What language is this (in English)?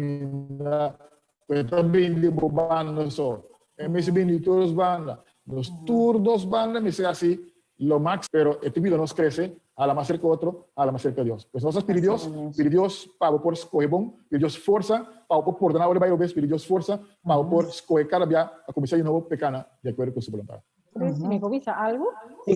Papiamento